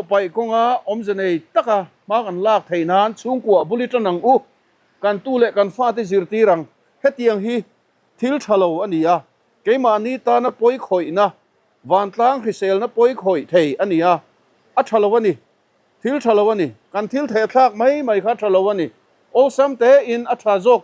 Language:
Mizo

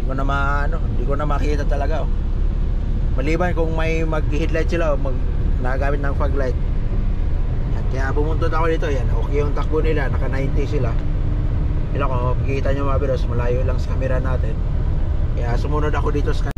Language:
Filipino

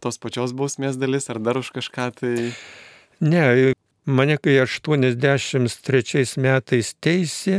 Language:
Lithuanian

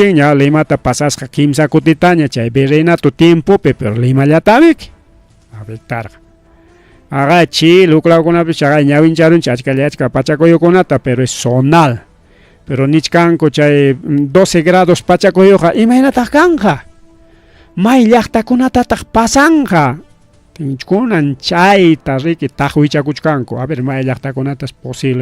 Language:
Ayacucho Quechua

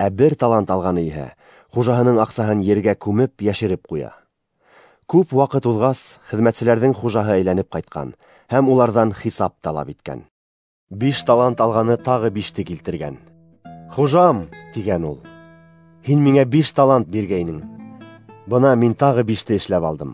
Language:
Bashkir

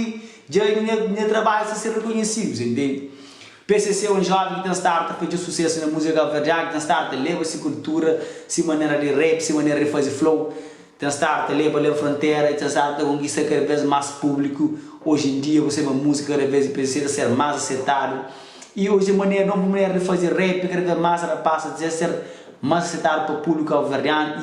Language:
Kabuverdianu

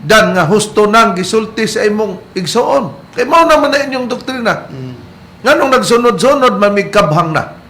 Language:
Cebuano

